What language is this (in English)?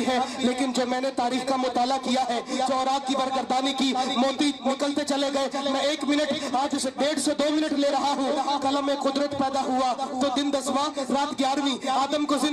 Urdu